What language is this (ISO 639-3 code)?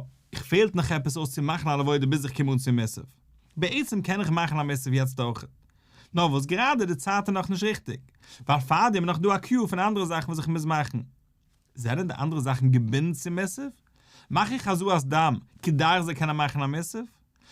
yid